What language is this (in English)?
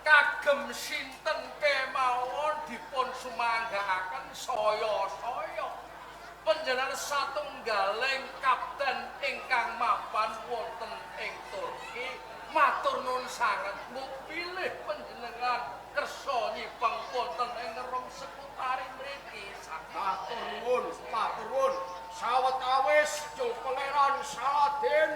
Javanese